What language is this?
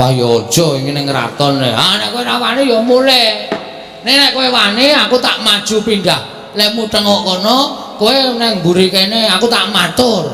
Javanese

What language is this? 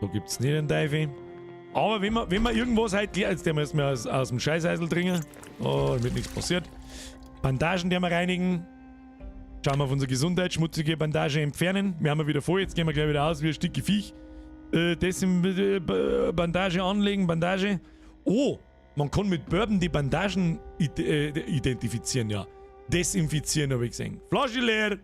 Bavarian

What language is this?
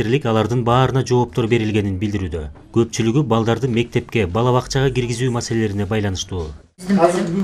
Kyrgyz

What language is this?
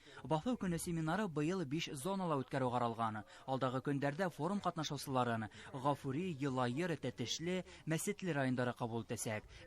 Bashkir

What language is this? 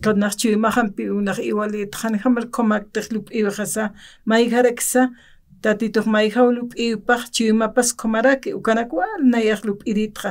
Aymara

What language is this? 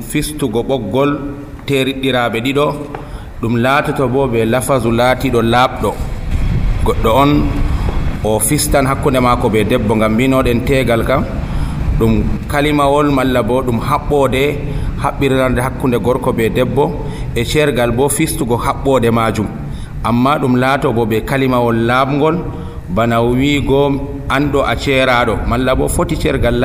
Nigerian Fulfulde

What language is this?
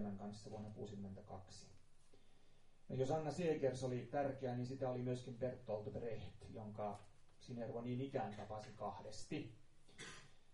Finnish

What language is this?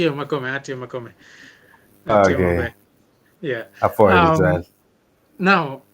Acoli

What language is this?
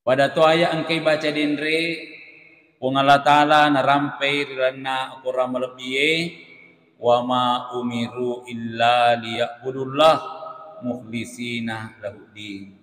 Buginese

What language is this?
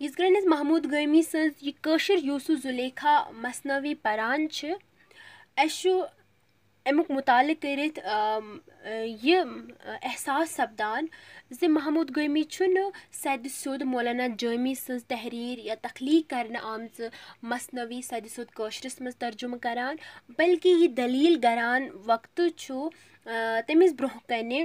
Kashmiri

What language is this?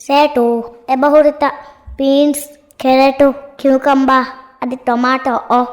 Divehi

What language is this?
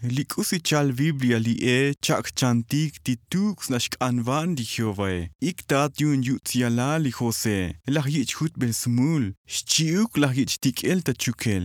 Tzotzil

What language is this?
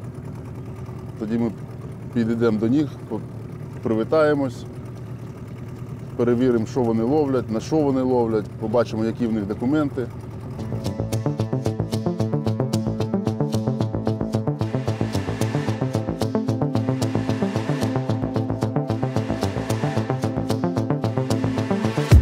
Ukrainian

